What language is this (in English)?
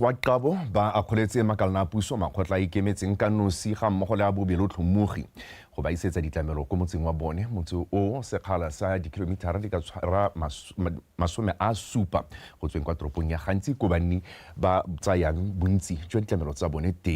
Tswana